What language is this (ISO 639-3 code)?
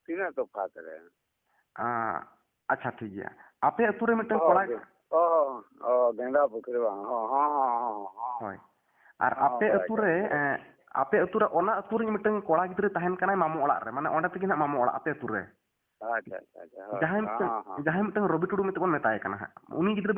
sat